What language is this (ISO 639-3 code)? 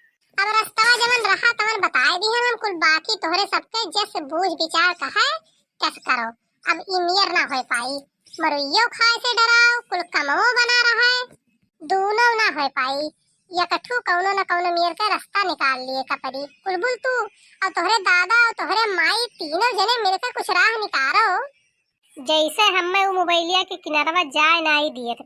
awa